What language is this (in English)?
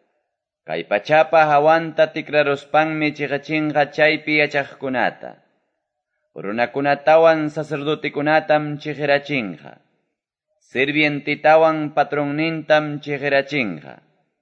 Quechua